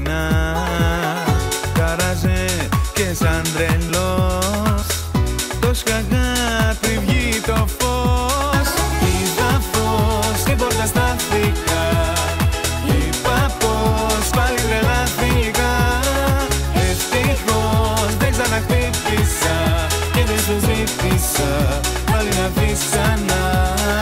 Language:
Greek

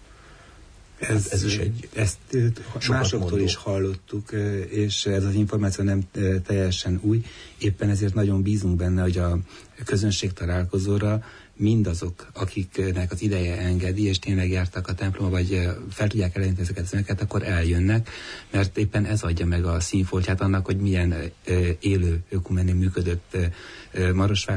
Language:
Hungarian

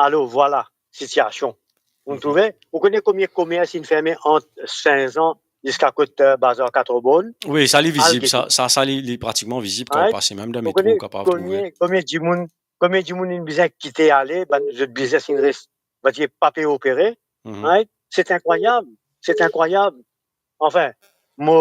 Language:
Morisyen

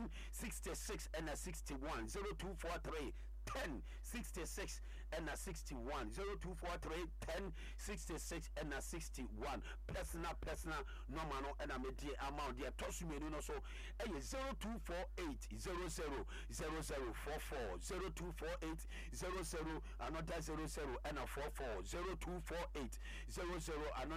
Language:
Akan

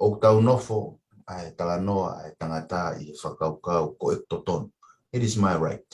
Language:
Tongan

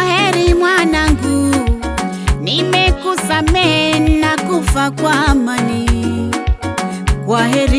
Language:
Swahili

